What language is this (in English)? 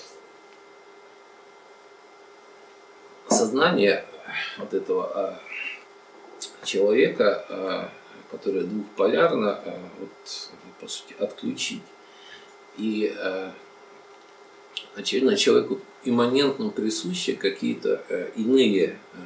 Russian